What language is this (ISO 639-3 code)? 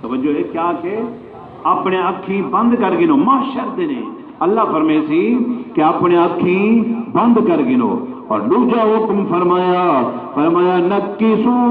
skr